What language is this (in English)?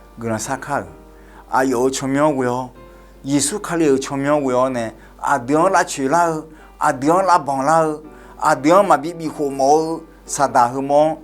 Akha